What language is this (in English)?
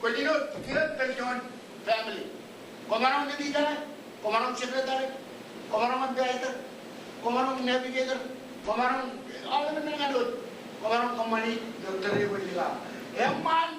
Marshallese